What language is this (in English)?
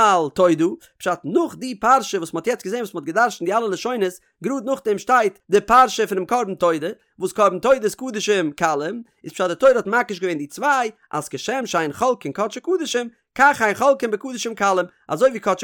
Yiddish